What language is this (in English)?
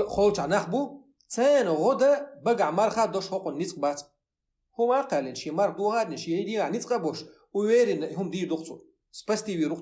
Chechen